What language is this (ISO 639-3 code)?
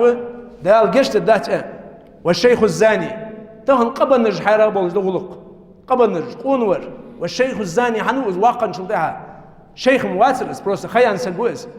inh